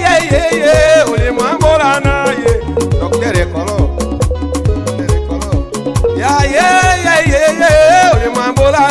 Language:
Tetela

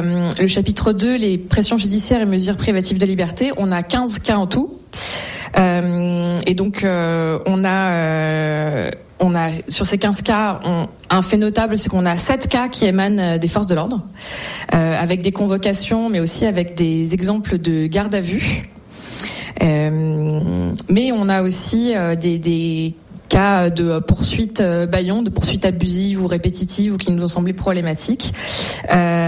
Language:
French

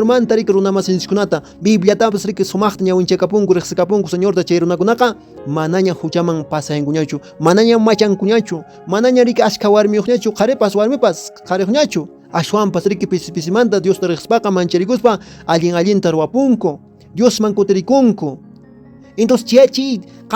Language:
Quechua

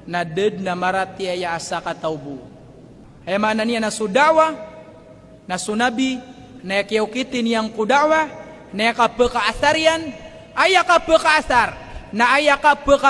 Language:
Maranao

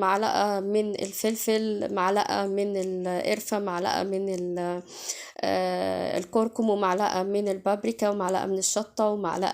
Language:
Egyptian Arabic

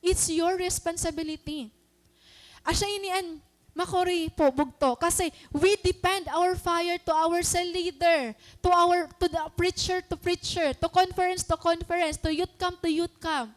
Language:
Waray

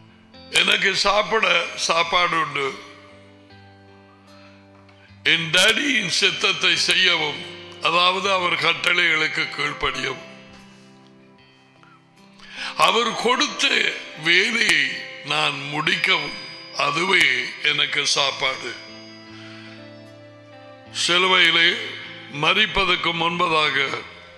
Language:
Tamil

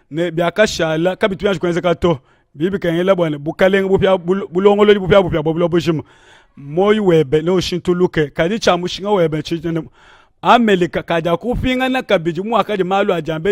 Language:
Luba-Lulua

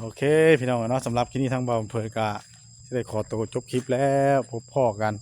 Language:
Northeastern Thai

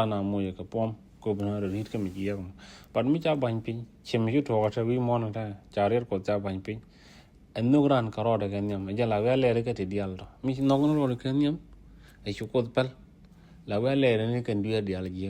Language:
Nuer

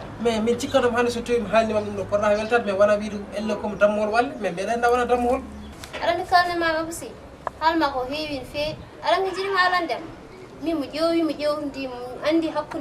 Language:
Fula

